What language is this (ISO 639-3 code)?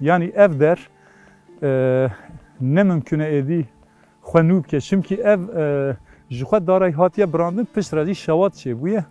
kur